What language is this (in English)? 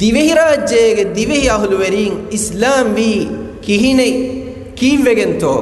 Divehi